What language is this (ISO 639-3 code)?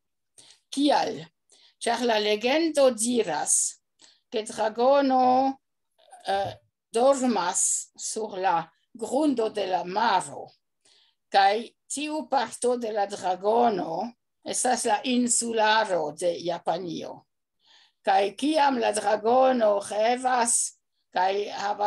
epo